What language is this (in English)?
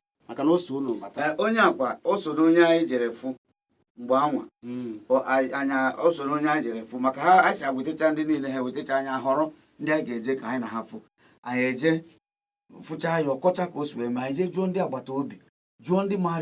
Igbo